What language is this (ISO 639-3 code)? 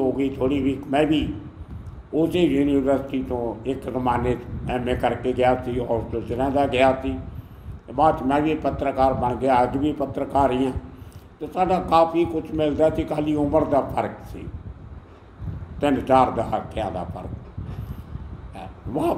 pan